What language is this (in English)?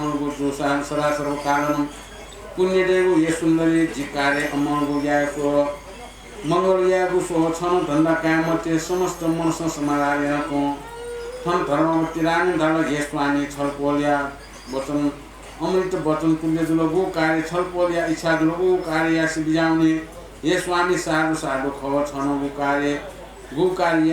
Newari